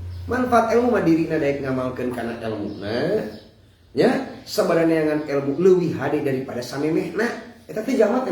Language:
Sundanese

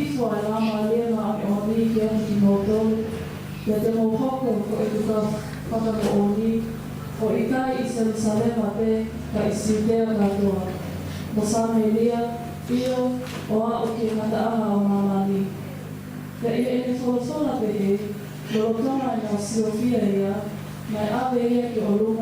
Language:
Tongan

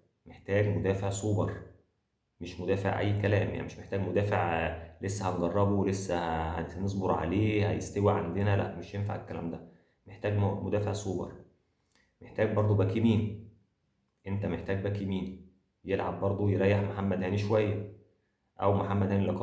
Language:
Egyptian Arabic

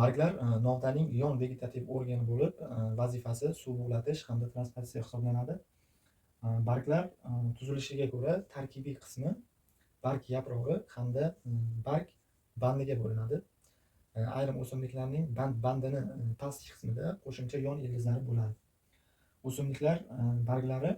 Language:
Uzbek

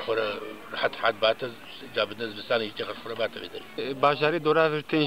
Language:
Kurdish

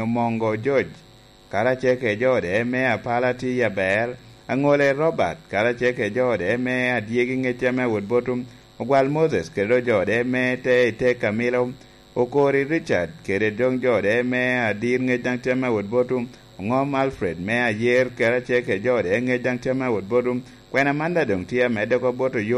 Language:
Lango (Uganda)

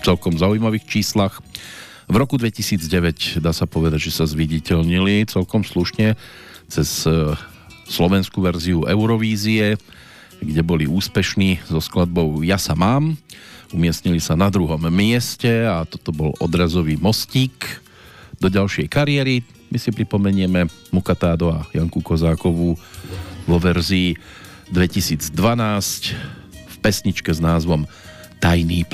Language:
Slovak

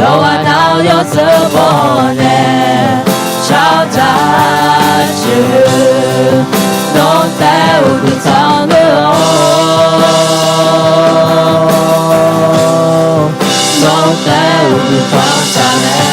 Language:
Akha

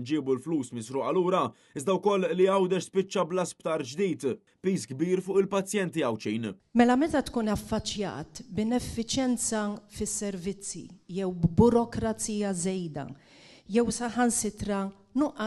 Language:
Maltese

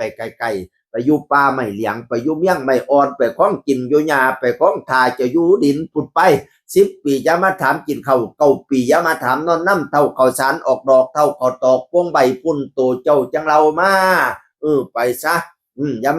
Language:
Northeastern Thai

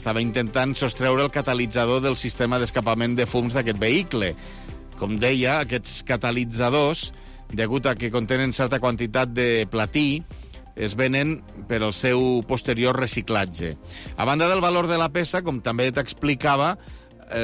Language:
Catalan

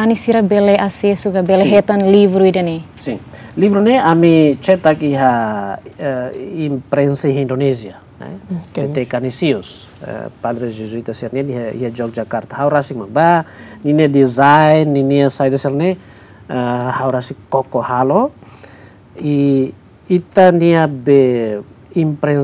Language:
Tetum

